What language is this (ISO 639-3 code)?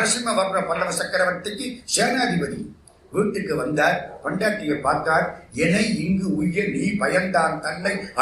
tam